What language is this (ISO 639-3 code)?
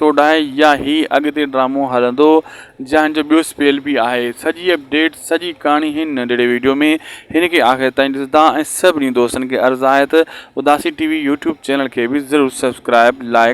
snd